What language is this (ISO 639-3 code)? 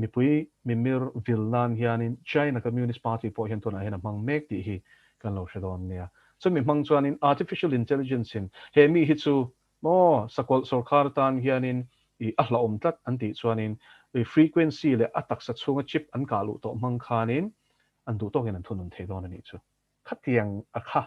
lus